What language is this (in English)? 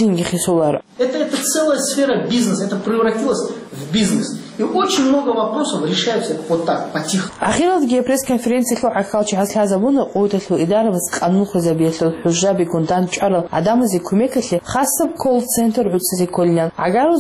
Avaric